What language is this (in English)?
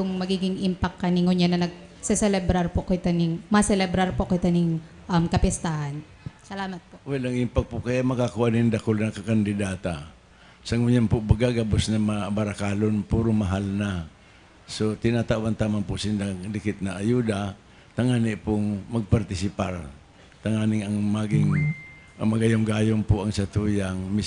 Bikol